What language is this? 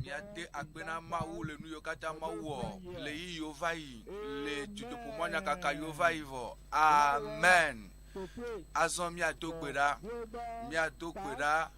Ewe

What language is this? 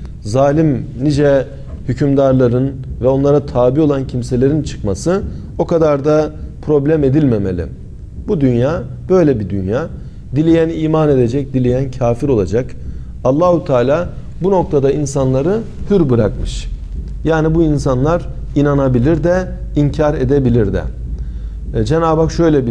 Turkish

